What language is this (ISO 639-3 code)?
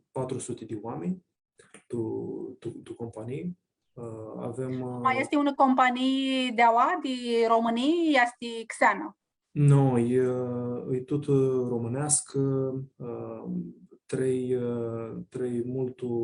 rup